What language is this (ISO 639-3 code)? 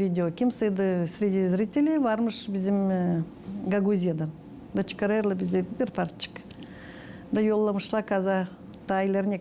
gag